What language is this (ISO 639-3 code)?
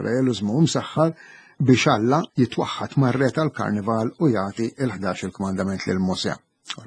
mlt